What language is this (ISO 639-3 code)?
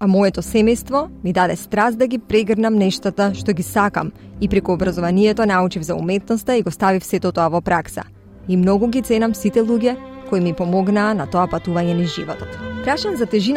mkd